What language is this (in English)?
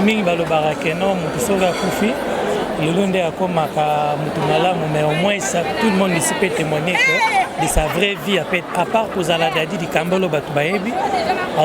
Lingala